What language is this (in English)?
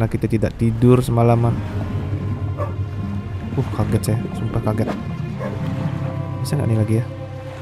Indonesian